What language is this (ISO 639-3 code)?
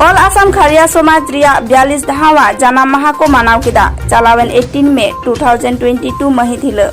sat